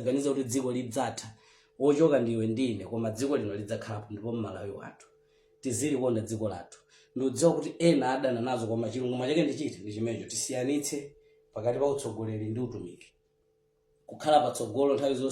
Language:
Nyanja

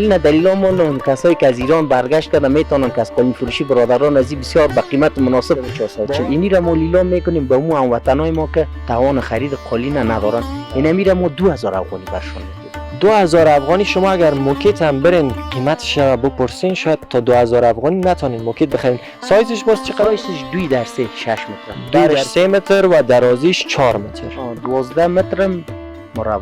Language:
Persian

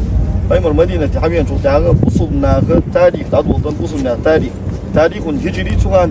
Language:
Ingush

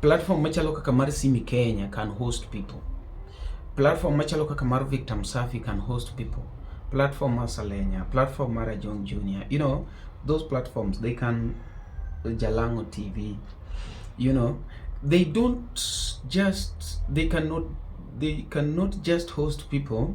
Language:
Luo (Kenya and Tanzania)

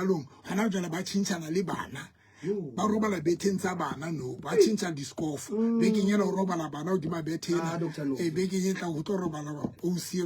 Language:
Southern Sotho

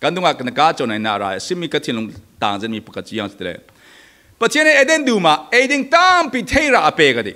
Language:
Falam Chin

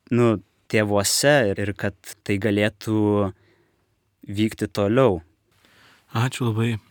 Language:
Lithuanian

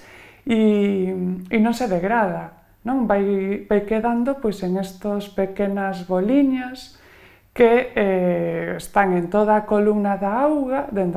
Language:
Galician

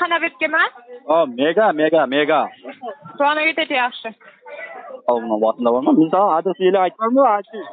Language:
Kara-Kalpak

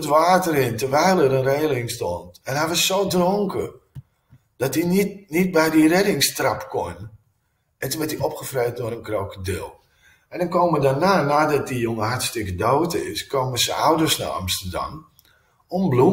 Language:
Dutch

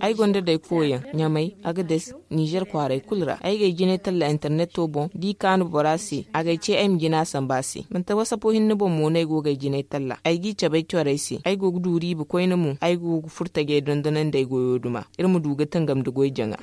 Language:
Zarma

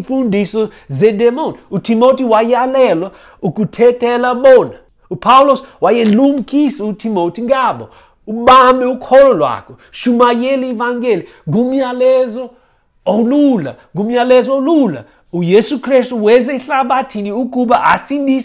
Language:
Xhosa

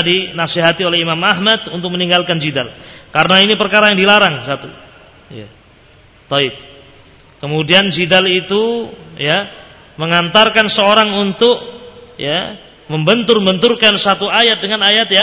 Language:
Indonesian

